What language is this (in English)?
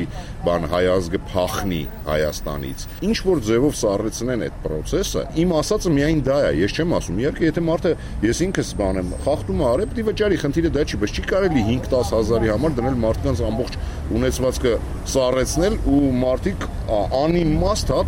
Armenian